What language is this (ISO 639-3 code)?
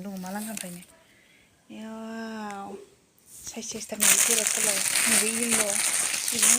brx